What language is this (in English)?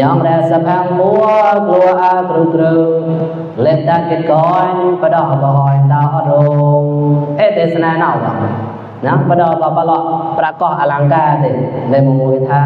Mon